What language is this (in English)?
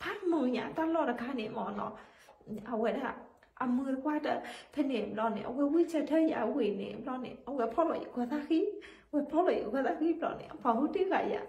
S'gaw Karen